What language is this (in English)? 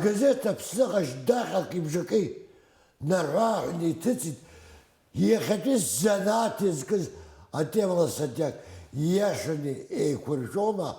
Abkhazian